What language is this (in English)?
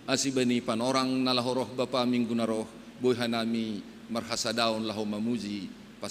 Batak Simalungun